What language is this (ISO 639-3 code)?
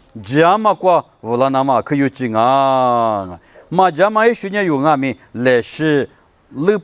lis